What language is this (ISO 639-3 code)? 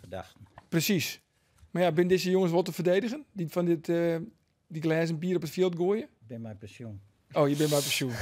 fry